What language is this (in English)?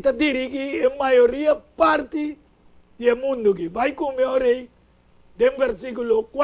Papiamento